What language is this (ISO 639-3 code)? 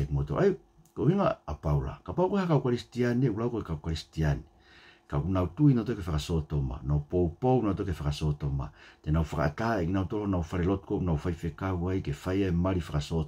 ton